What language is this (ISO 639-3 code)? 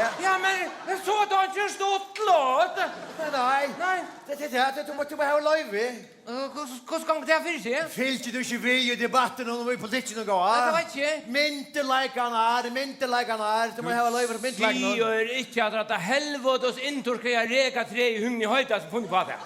fao